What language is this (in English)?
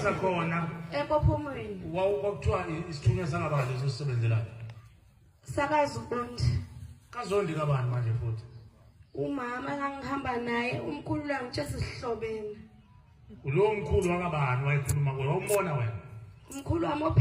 Zulu